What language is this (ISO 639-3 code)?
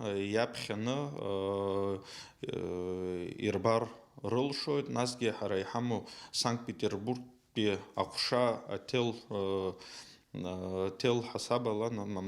abk